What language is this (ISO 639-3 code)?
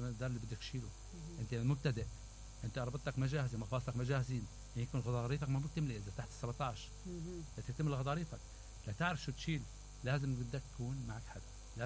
acm